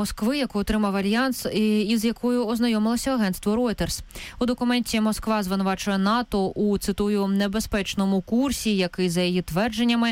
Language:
Ukrainian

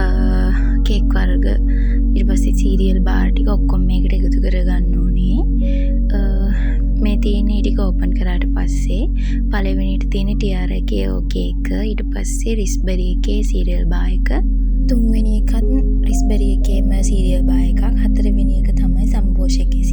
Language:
Sinhala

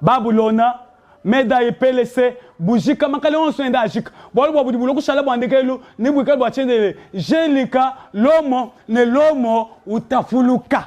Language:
Luba-Lulua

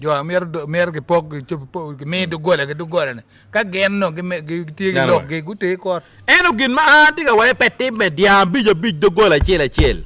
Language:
Acoli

